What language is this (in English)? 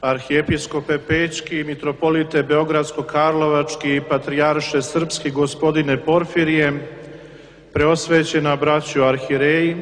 Serbian